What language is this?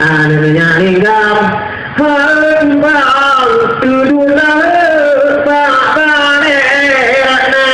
Achinese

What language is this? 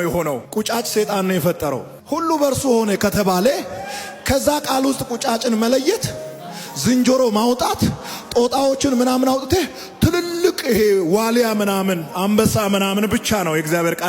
Amharic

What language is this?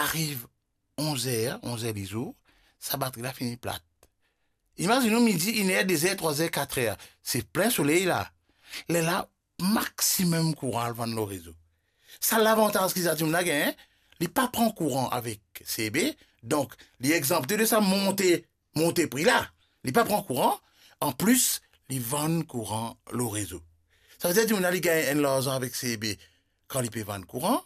Morisyen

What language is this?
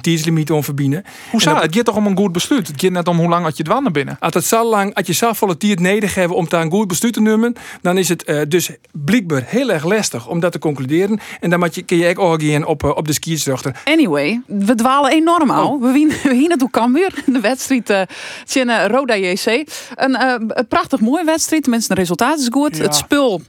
Western Frisian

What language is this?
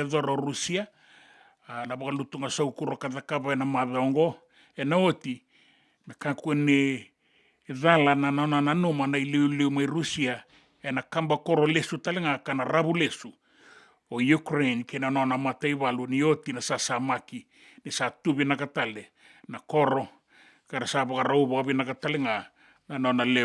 Fijian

